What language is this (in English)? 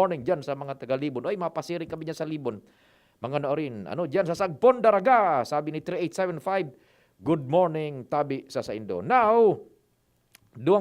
Bikol